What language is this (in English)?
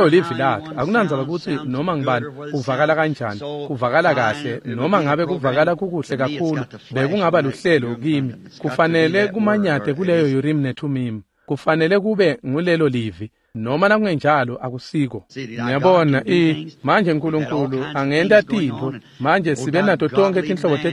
Swati